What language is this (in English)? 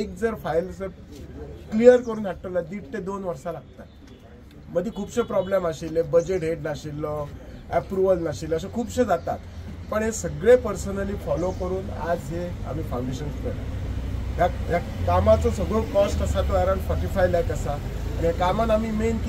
Konkani